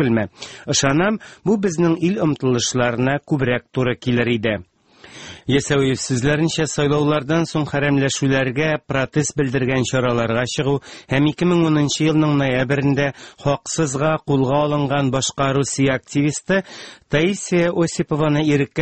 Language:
Tatar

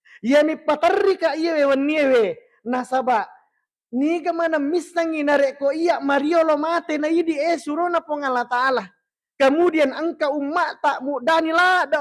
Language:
Buginese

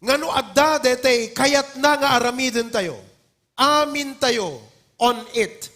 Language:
Iloko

